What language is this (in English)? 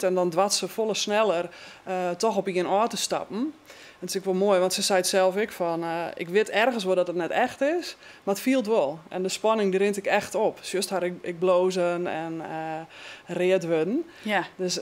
Western Frisian